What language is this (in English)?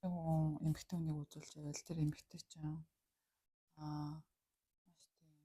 Mongolian